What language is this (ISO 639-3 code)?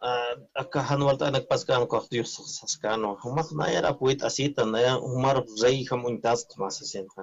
aym